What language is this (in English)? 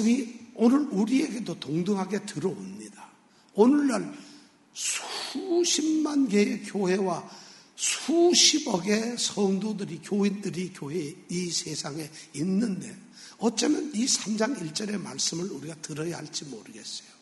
Korean